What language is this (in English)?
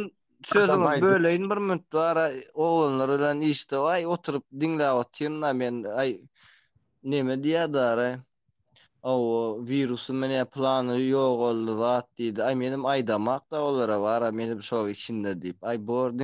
Turkmen